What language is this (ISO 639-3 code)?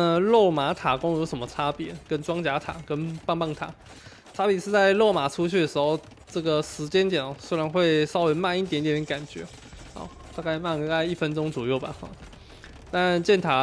zho